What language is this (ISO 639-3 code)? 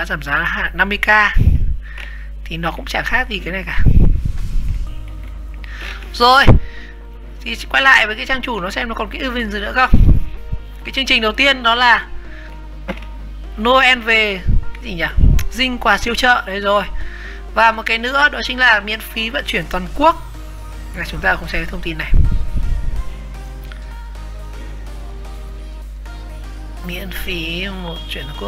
vie